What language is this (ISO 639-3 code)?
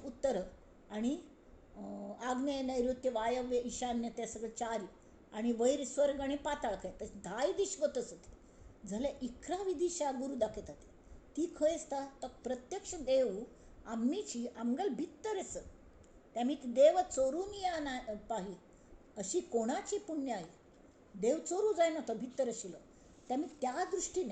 kok